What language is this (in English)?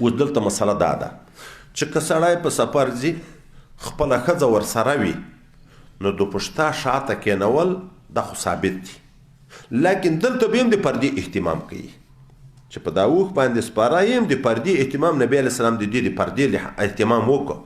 Pashto